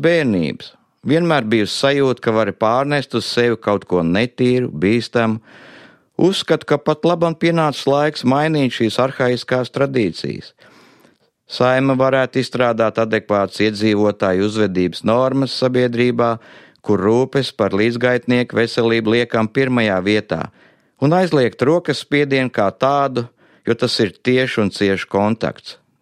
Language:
Latvian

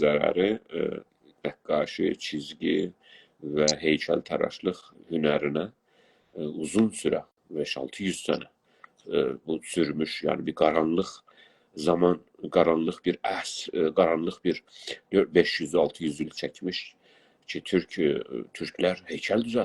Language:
South Azerbaijani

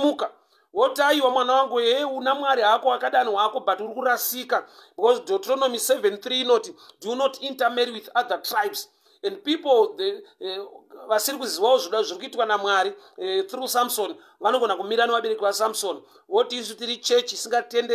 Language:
Shona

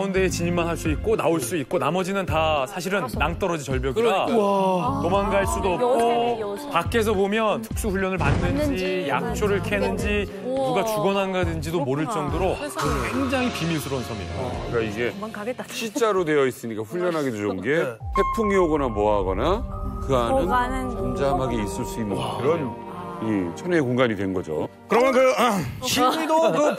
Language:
Korean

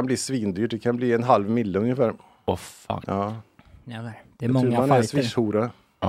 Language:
Swedish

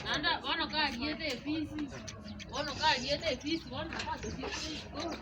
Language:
Gusii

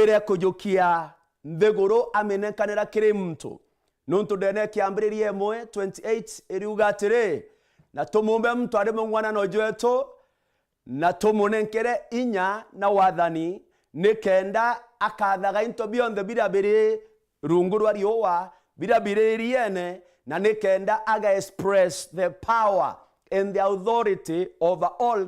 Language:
Meru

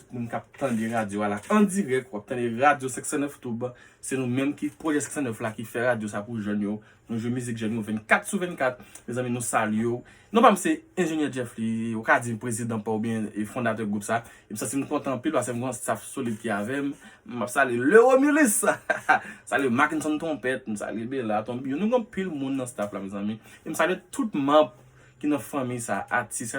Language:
Haitian Creole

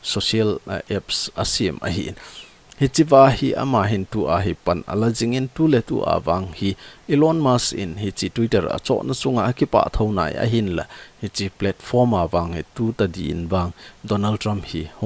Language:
Thado Chin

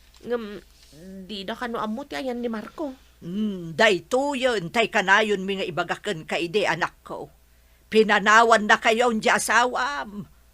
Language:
Iloko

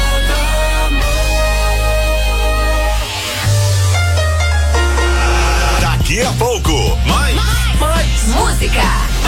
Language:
Portuguese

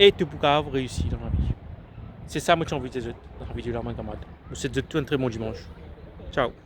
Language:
Morisyen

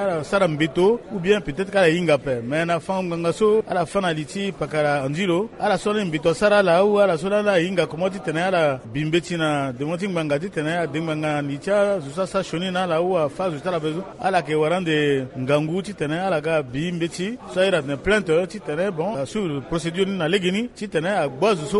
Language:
Sango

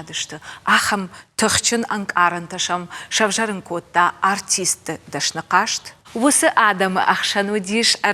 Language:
Ossetic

